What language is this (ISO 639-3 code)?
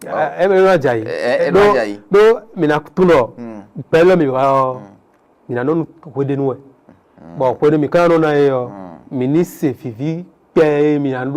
fon